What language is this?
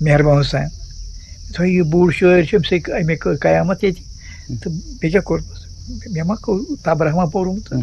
Kashmiri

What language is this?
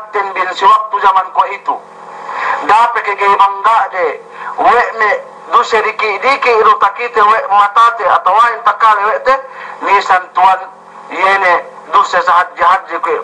Yakan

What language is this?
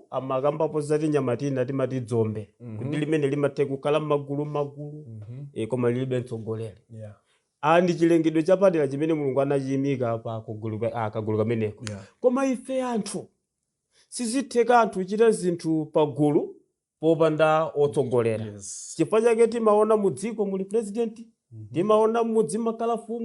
Nyanja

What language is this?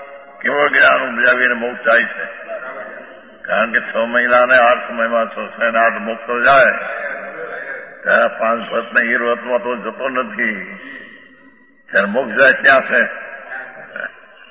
Gujarati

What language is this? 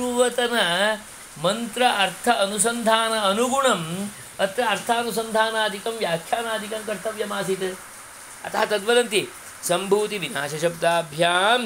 Sanskrit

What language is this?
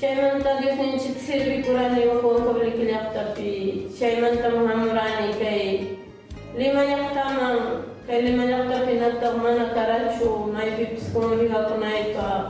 Ayacucho Quechua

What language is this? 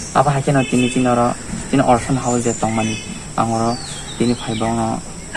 Kok Borok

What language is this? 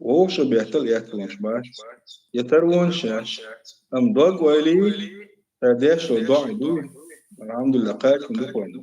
Chechen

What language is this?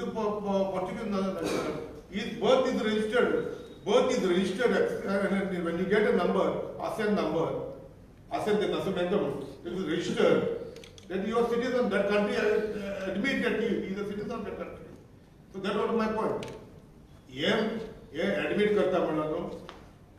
Konkani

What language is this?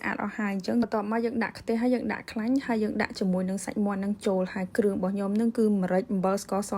Khmer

